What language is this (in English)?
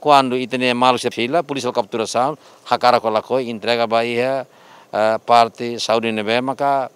Tetum